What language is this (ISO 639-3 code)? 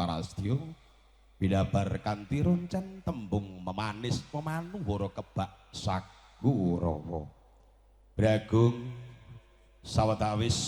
jav